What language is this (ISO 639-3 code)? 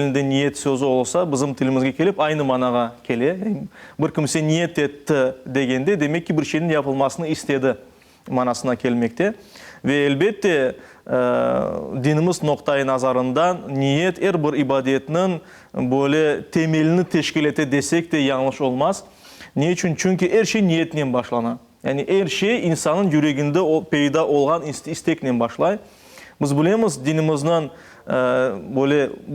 crh